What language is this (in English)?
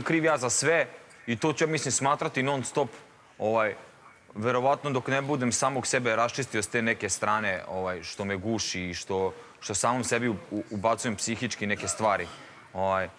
Serbian